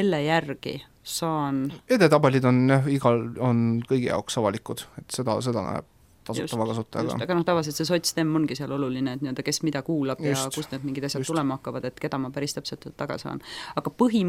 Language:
Estonian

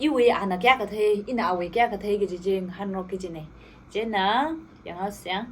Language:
Tangkhul Naga (India)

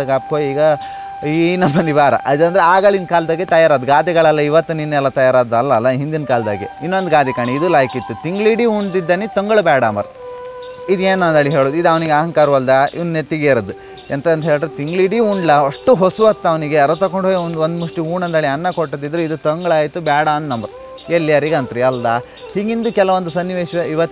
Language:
Kannada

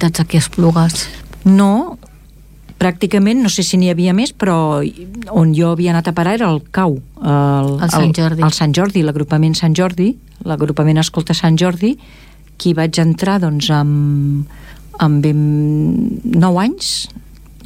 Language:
Catalan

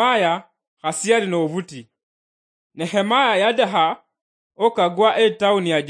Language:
Luyia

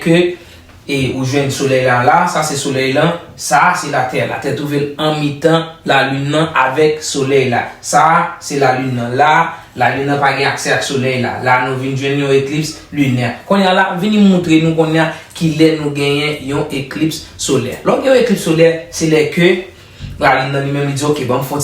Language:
Haitian Creole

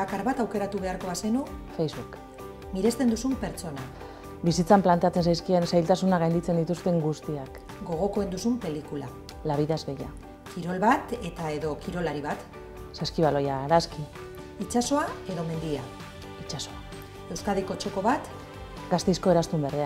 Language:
Basque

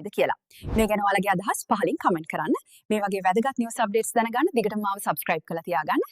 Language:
Sinhala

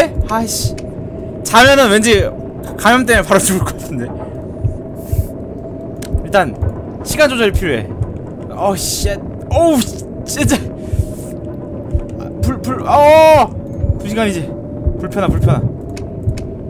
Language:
Korean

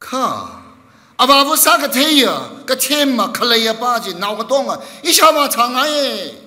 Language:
Tangkhul Naga (India)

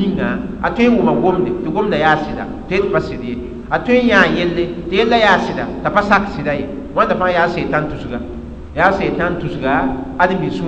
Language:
Mossi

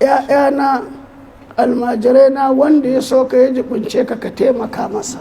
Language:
Hausa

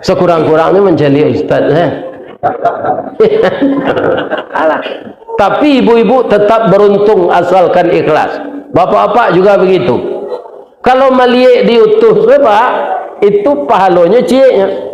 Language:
Minangkabau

